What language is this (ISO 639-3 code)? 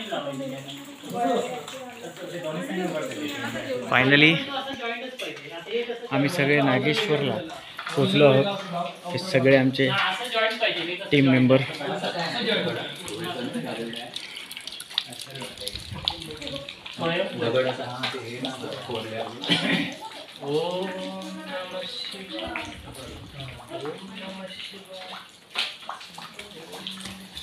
mar